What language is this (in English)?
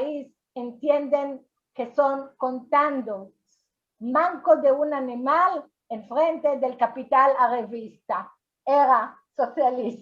Ladino